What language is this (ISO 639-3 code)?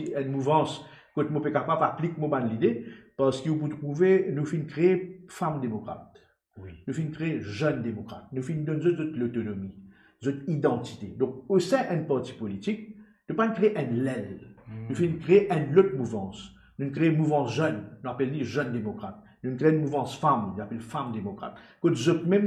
mfe